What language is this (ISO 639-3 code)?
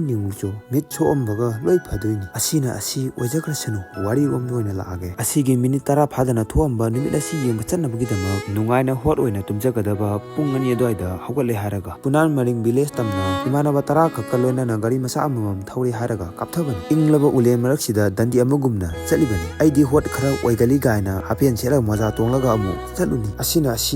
mni